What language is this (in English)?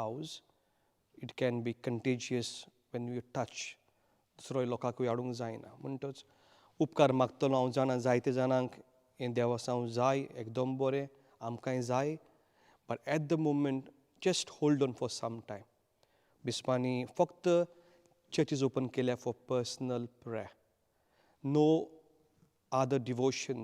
Konkani